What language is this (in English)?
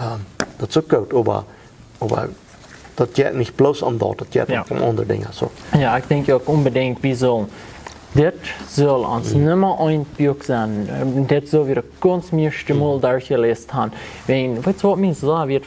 Plautdietsch